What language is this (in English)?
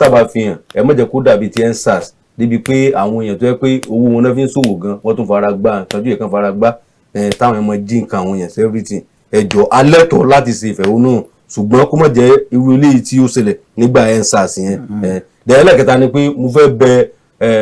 Yoruba